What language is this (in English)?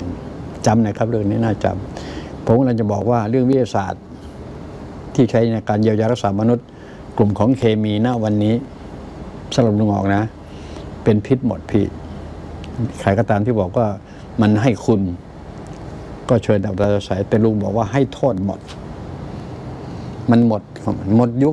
Thai